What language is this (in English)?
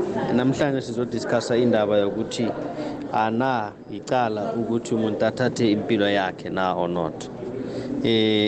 South Ndebele